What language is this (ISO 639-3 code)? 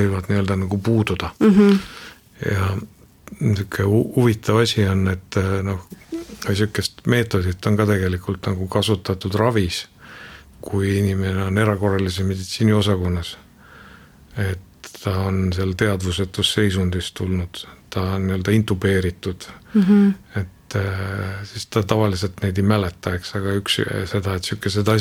est